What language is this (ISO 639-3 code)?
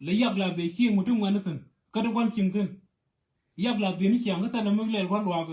nus